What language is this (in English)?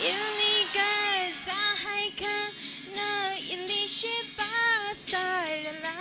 Tangkhul Naga (India)